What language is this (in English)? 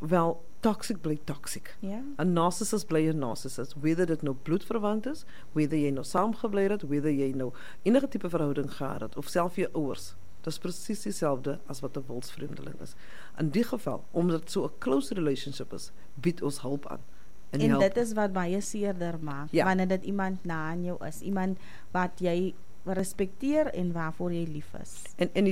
Afrikaans